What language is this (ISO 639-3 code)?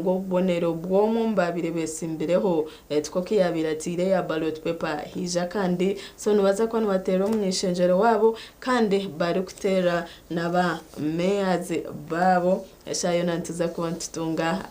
nyn